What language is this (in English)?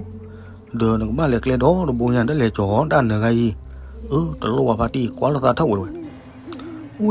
S'gaw Karen